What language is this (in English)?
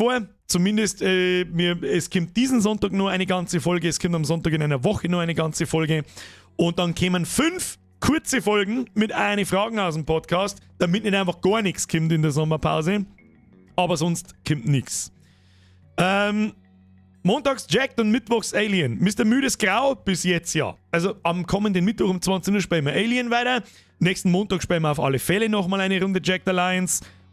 Bavarian